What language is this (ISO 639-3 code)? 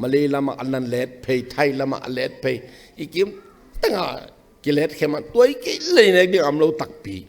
ctd